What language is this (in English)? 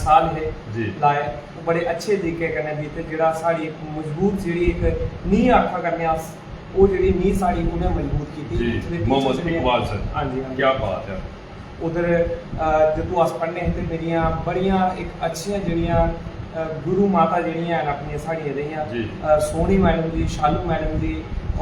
Dogri